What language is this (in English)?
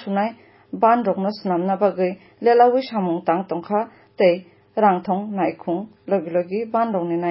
Kok Borok